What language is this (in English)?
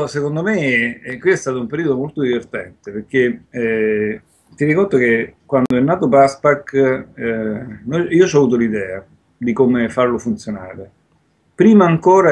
Italian